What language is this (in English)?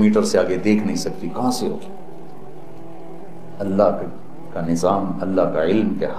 Urdu